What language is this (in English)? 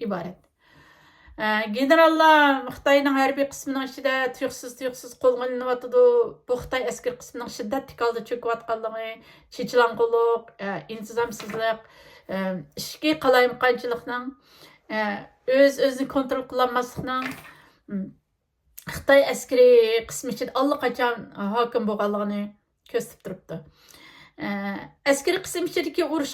Uyghur